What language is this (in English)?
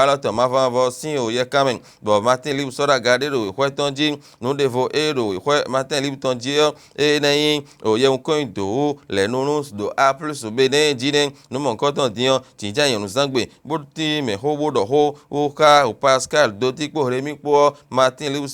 Fon